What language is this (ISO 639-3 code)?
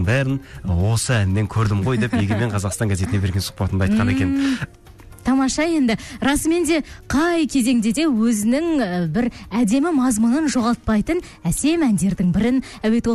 kaz